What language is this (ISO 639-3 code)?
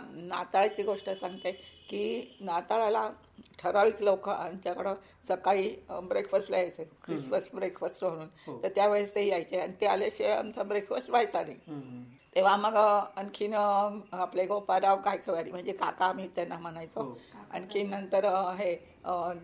mar